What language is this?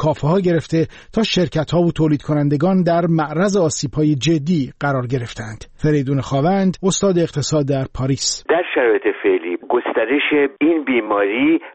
Persian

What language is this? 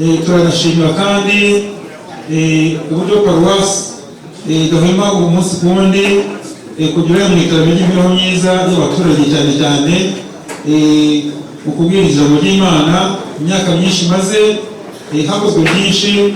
Kinyarwanda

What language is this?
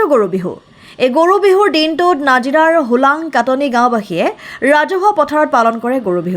Assamese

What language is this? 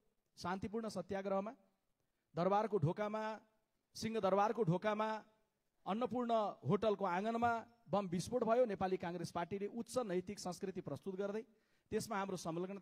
Nepali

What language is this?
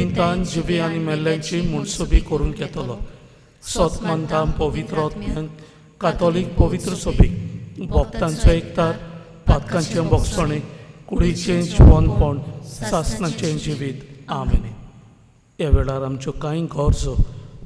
Konkani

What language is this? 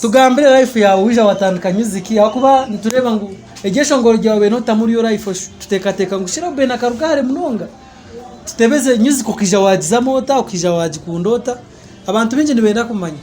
Nyankole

